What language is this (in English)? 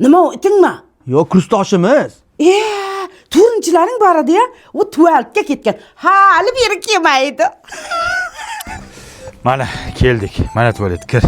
Uzbek